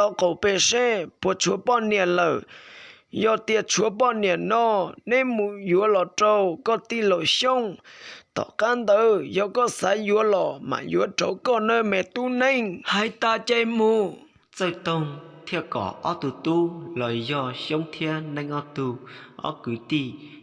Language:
Hmong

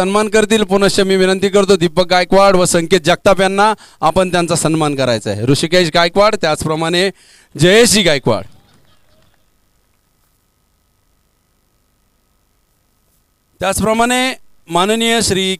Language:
Marathi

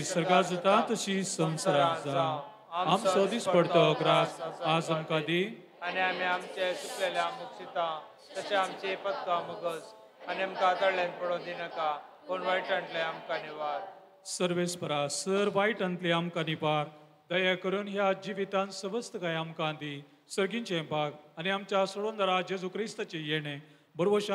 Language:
Konkani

